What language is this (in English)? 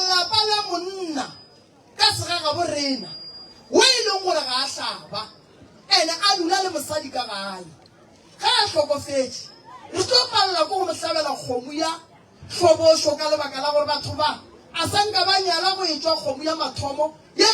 Northern Sotho